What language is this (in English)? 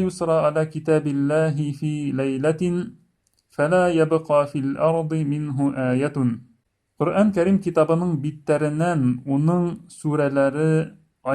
Bashkir